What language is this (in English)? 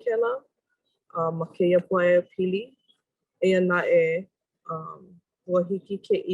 Hawaiian